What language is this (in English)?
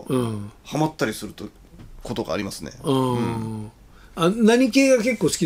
Japanese